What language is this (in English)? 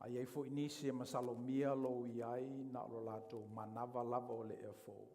Samoan